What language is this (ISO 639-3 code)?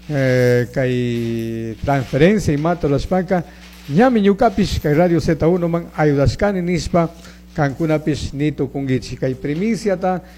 qug